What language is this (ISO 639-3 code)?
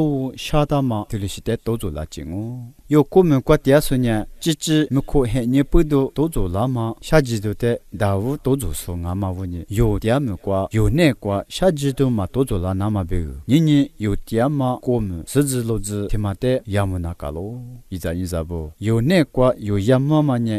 lis